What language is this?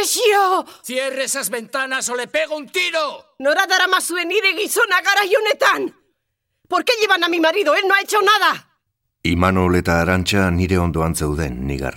Basque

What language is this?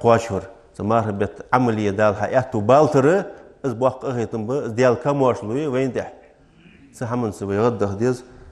Ingush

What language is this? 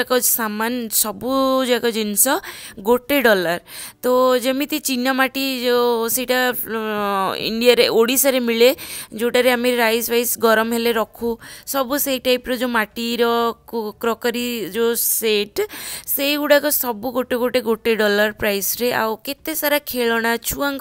Odia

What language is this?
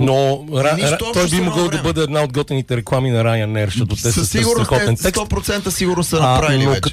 Bulgarian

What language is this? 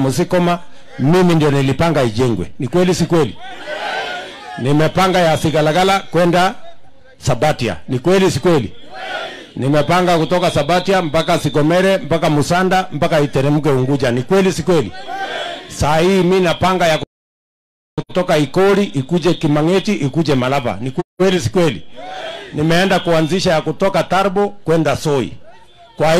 Swahili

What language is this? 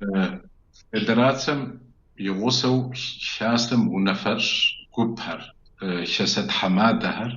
Kabardian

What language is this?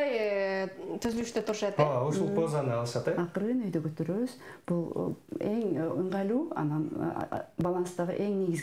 Kyrgyz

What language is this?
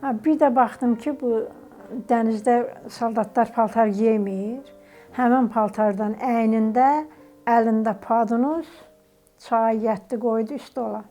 Azerbaijani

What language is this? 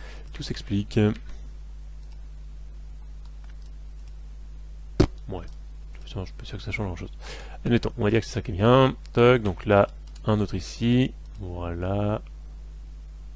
French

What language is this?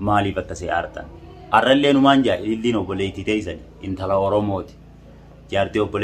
Oromo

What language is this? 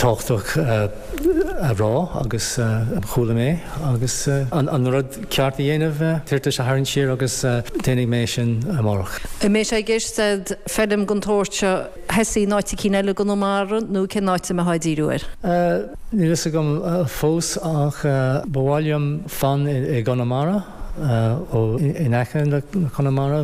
Irish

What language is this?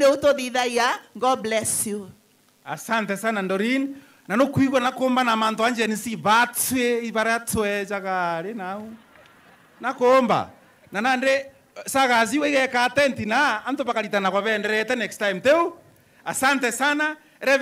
Meru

